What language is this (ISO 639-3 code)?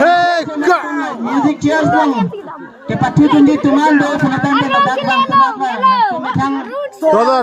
mjw